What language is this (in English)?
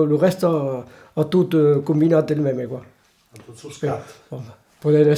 Occitan